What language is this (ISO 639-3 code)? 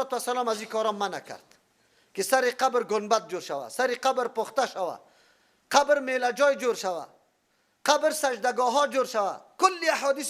fas